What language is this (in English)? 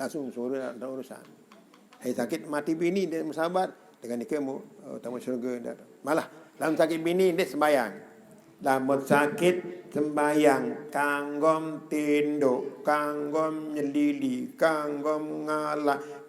Sasak